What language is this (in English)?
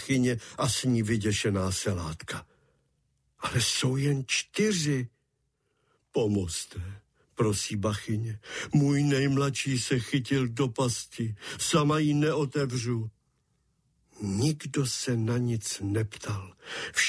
Czech